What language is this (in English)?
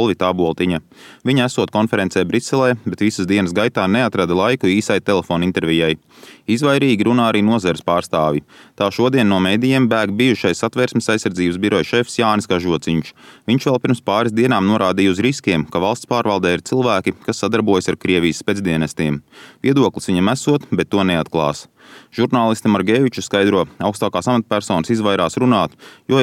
Latvian